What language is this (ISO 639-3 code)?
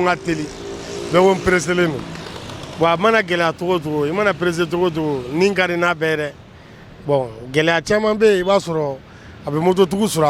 bam